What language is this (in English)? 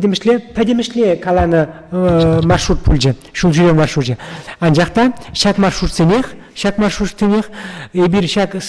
Chuvash